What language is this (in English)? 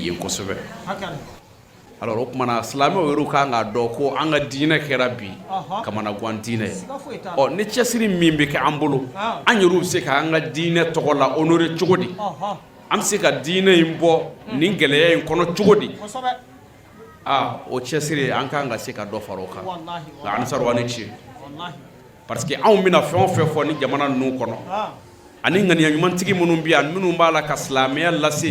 Bambara